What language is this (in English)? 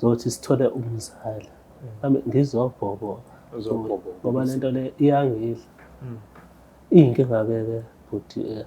Zulu